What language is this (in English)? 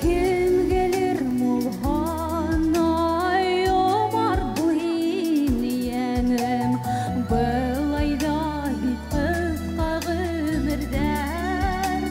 Bashkir